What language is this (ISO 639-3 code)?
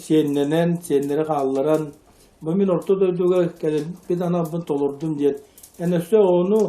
sah